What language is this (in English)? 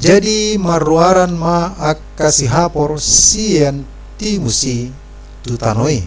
Batak Toba